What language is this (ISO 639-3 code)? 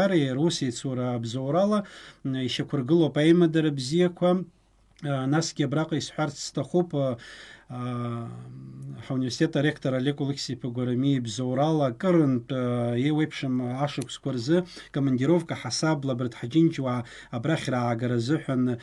abk